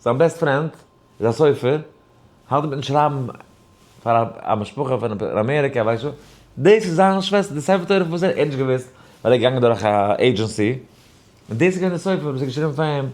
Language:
Yiddish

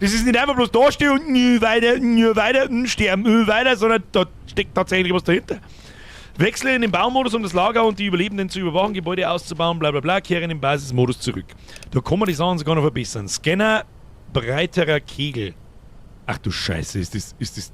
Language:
Bavarian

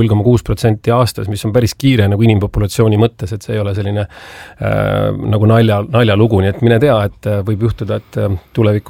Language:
Estonian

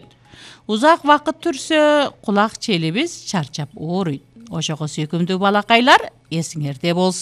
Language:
Kyrgyz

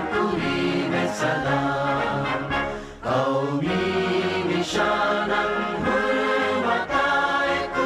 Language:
Divehi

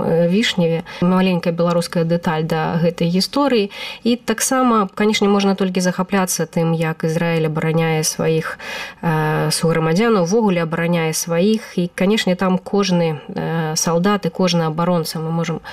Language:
Belarusian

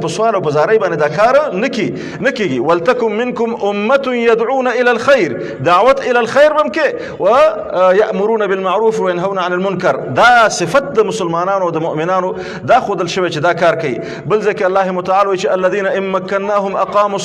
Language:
Pashto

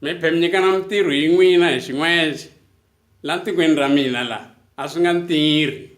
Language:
Tsonga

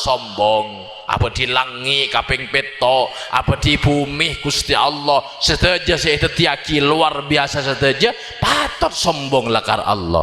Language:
Madurese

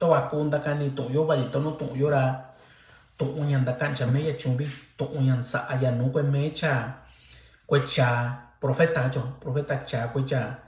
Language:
Mixtepec Mixtec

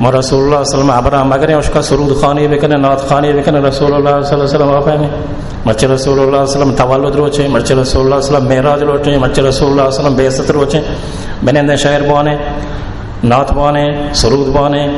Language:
Baluchi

